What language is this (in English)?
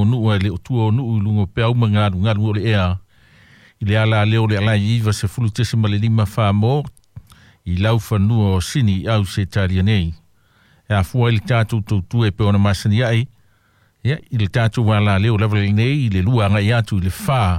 Samoan